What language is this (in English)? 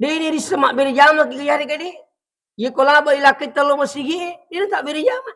Buginese